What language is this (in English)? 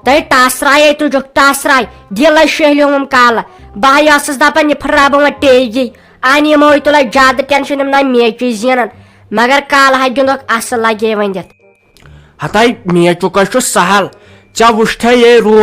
Kashmiri